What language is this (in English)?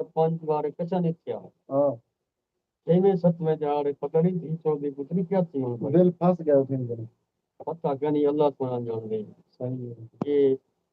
Saraiki